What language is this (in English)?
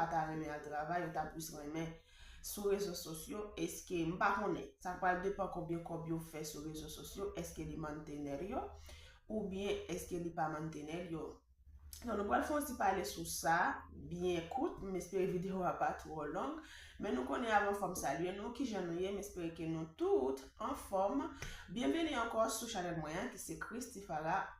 Haitian Creole